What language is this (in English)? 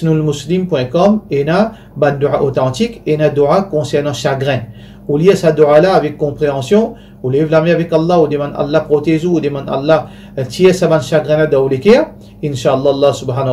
Morisyen